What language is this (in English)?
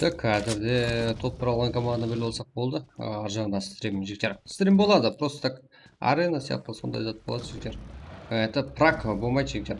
Kara-Kalpak